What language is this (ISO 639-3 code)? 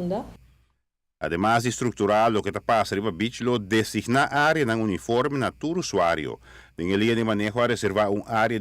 pap